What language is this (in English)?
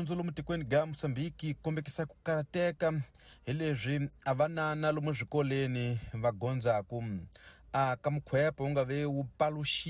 Tsonga